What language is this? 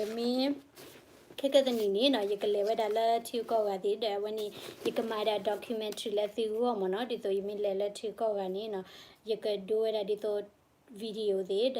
S'gaw Karen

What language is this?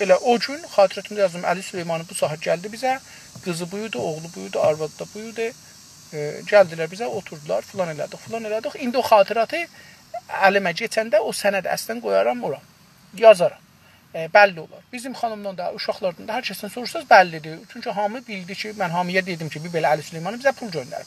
South Azerbaijani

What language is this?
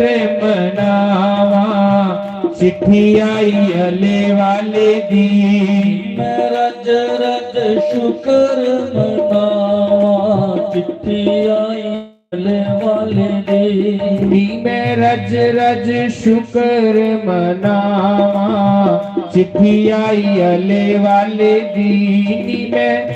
Dogri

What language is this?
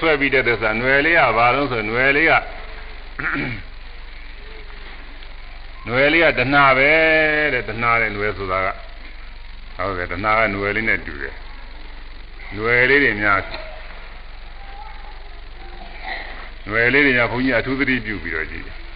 Burmese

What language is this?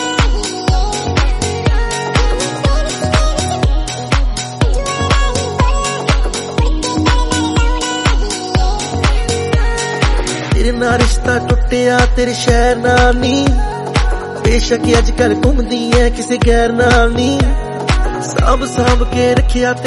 Punjabi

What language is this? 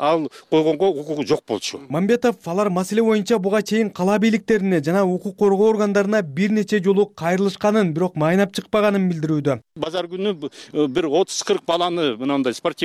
Kyrgyz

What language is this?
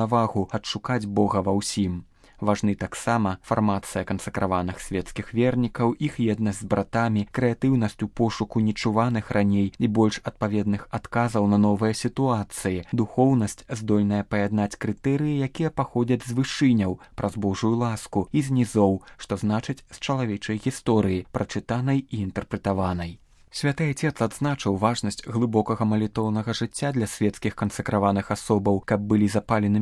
Belarusian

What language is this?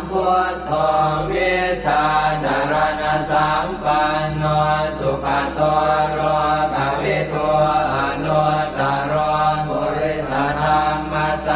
Pali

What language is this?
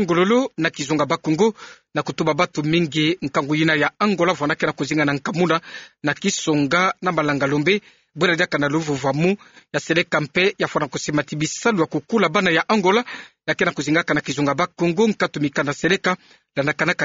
Kituba (Democratic Republic of Congo)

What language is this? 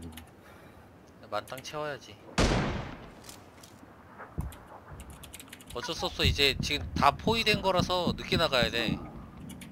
Korean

